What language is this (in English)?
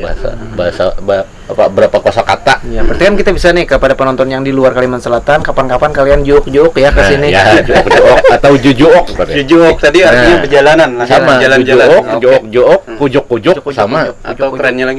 Banjar